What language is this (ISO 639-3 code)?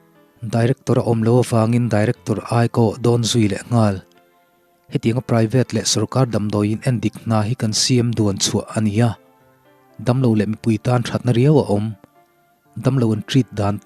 lus